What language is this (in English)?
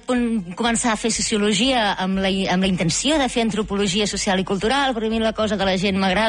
Catalan